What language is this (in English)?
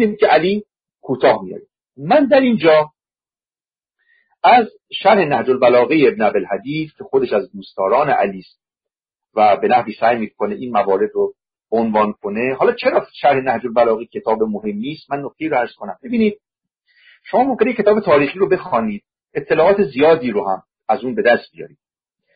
Persian